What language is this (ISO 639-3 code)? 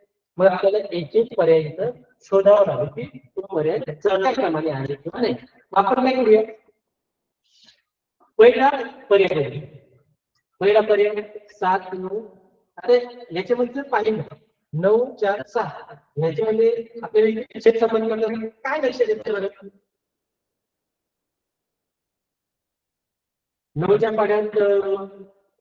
mar